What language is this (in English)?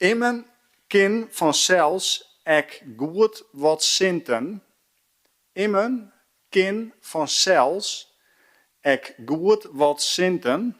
Western Frisian